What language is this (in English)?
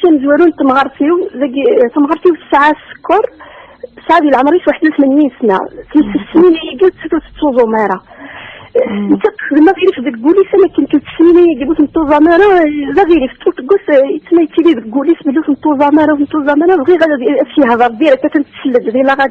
Kabyle